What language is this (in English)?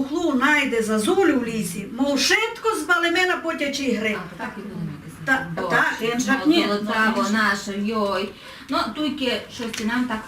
Rusyn